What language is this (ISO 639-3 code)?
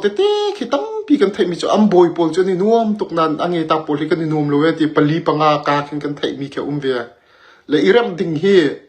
cnh